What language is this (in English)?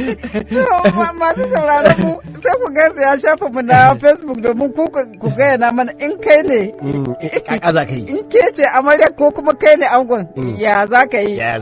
Hausa